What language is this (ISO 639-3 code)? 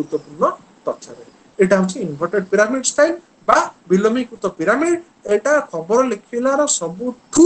ori